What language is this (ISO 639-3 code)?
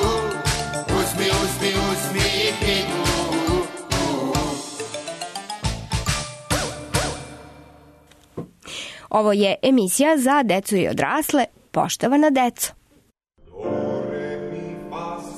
srp